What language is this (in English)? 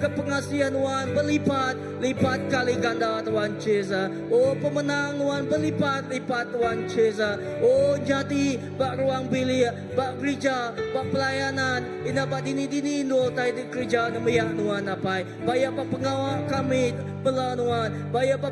Iban